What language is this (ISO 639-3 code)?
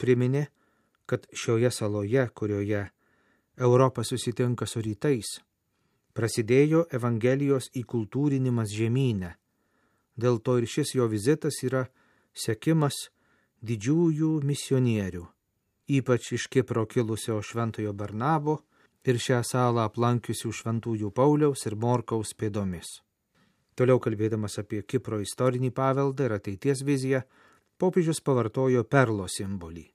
lit